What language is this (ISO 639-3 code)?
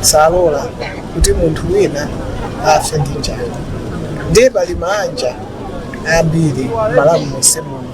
nya